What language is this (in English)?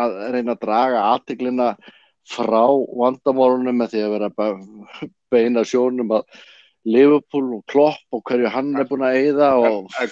Icelandic